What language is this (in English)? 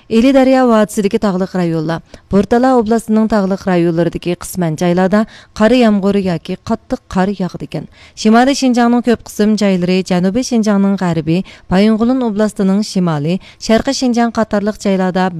Uyghur